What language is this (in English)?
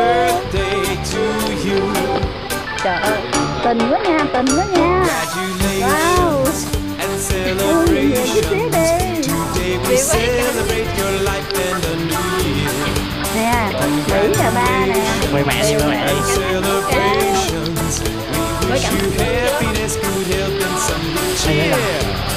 Vietnamese